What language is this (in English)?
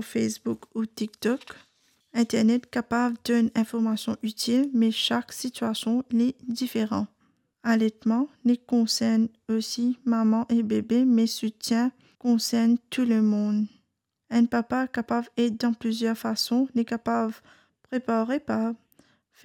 Morisyen